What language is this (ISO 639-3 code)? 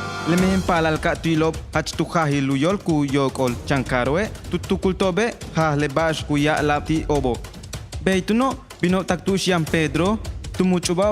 yua